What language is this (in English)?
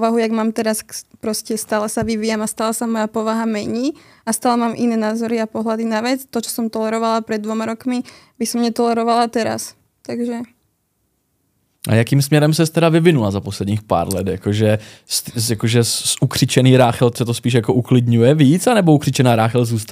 Slovak